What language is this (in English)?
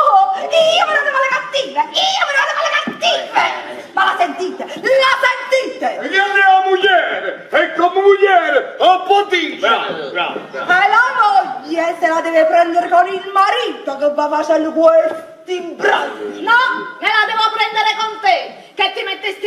Neapolitan